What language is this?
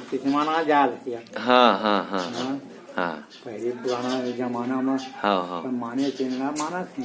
Chhattisgarhi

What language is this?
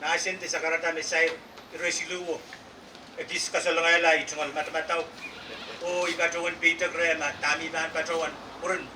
Pohnpeian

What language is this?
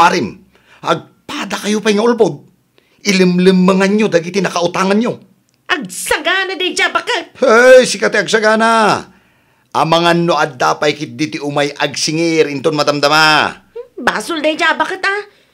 Iloko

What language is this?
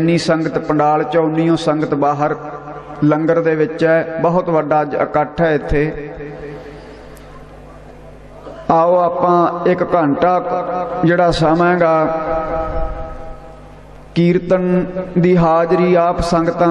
Punjabi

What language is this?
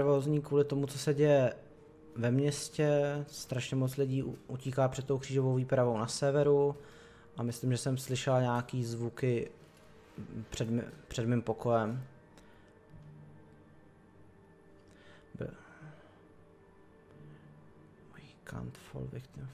Czech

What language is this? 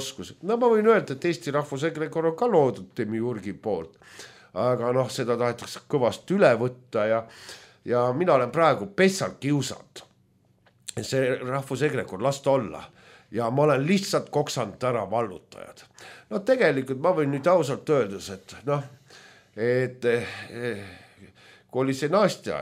Estonian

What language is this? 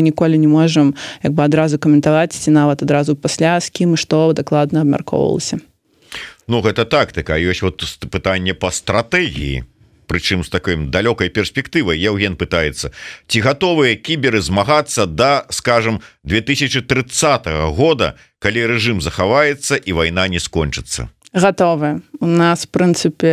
Belarusian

